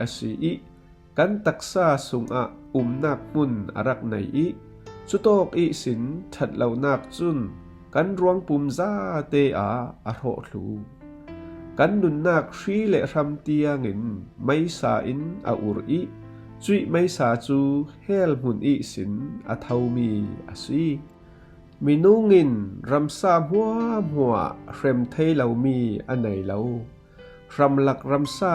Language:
Falam Chin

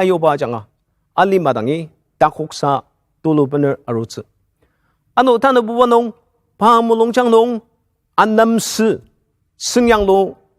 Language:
Ao Naga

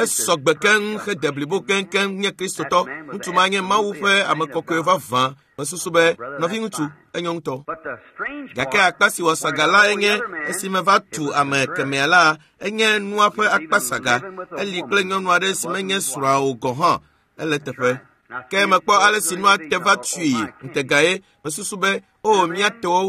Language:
Ewe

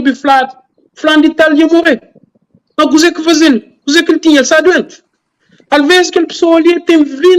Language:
Kabuverdianu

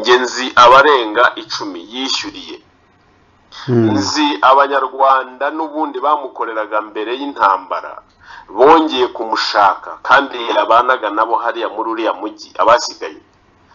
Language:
Kinyarwanda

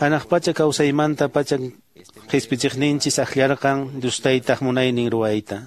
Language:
Quechua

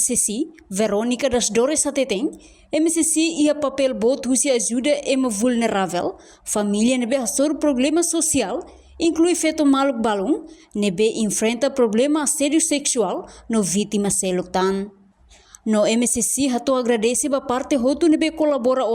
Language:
Tetum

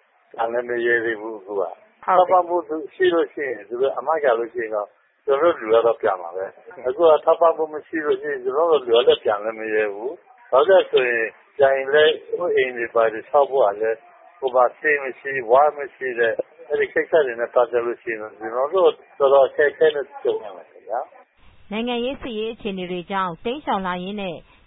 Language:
Burmese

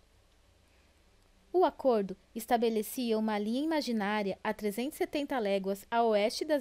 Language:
Portuguese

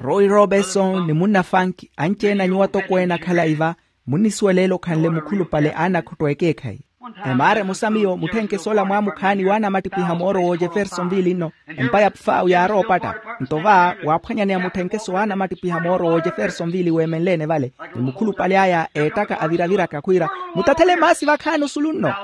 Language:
Makhuwa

